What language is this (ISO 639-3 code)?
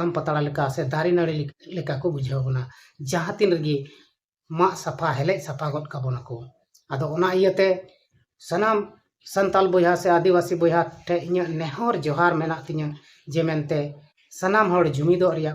sat